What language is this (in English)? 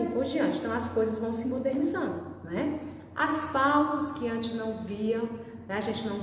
Portuguese